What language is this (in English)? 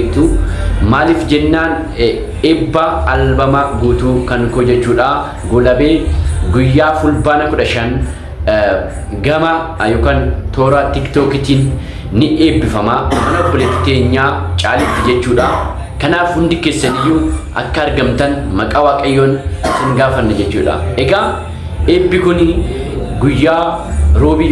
Oromo